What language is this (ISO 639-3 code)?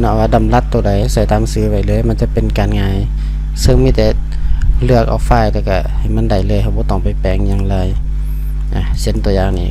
lao